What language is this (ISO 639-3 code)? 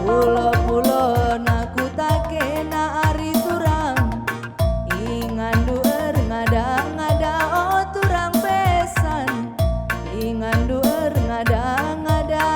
btx